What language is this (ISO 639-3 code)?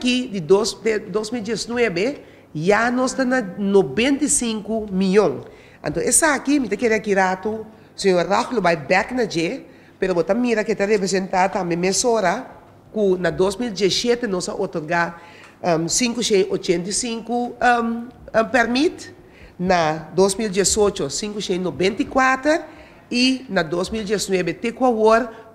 pap